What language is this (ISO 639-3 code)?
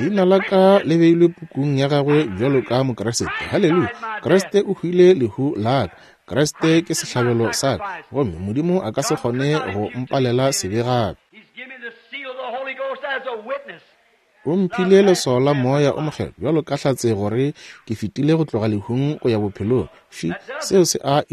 nso